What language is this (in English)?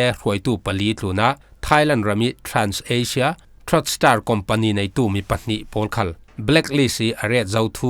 Falam Chin